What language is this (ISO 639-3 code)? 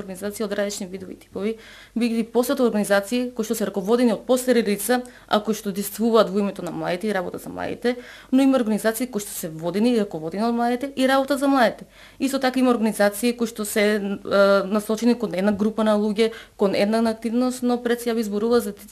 mkd